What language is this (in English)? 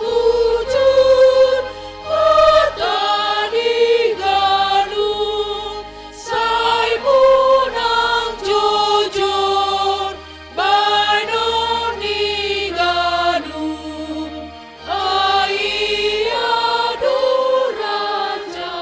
Batak Simalungun